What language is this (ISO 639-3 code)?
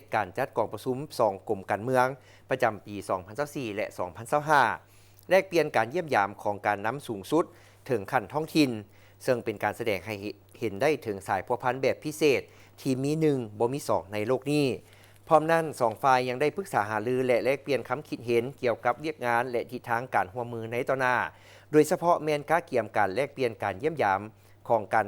lao